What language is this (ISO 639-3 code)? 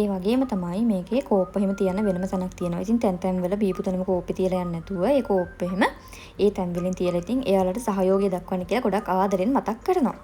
sin